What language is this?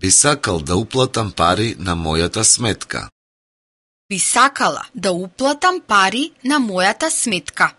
Macedonian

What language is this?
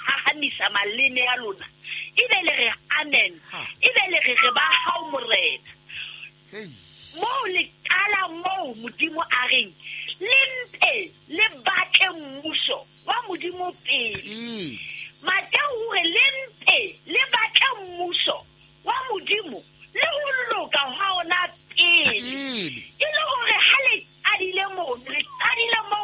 Southern Sotho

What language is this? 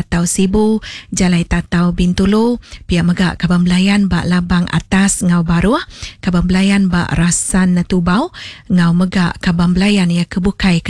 Iban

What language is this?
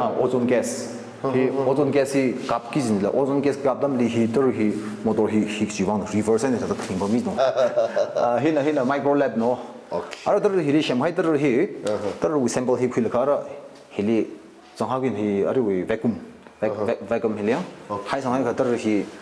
Tangkhul Naga (India)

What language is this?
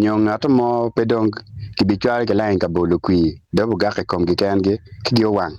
Acoli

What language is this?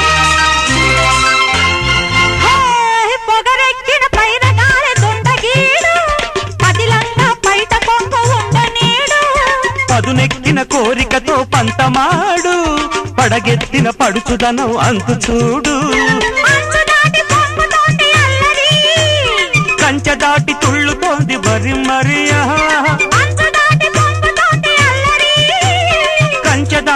Telugu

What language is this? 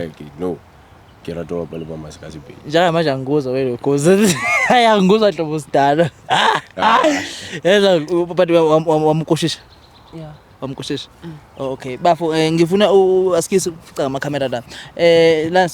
Zulu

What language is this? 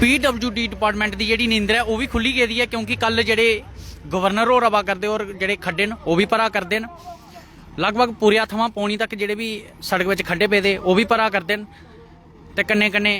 Dogri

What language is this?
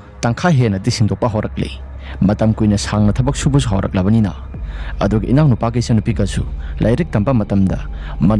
Manipuri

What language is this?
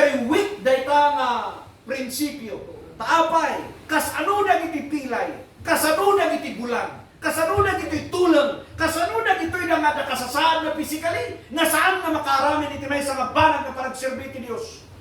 Iloko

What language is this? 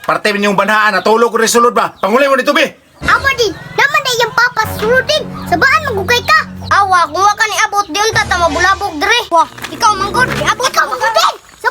Cebuano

